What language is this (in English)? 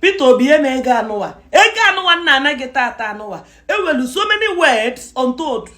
Igbo